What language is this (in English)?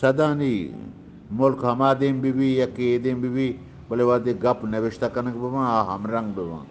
Eastern Balochi